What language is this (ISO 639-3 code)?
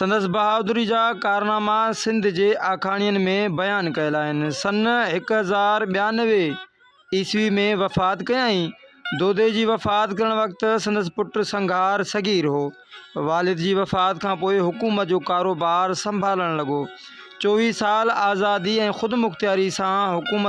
snd